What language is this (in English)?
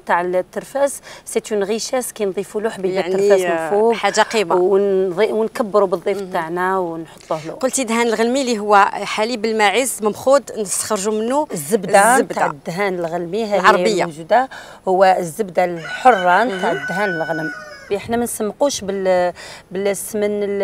Algerian Arabic